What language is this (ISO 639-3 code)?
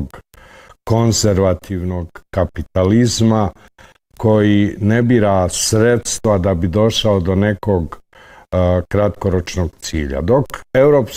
bos